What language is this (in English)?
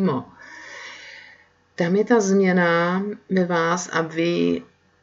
Czech